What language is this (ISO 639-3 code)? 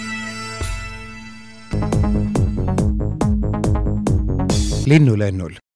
est